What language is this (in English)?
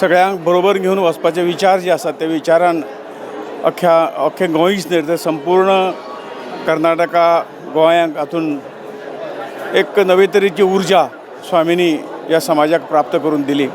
Konkani